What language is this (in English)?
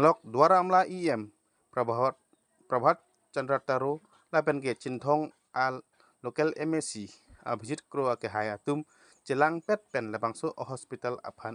Karbi